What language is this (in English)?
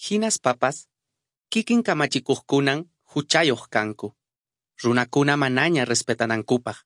Quechua